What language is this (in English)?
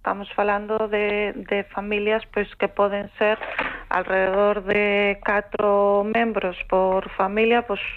Galician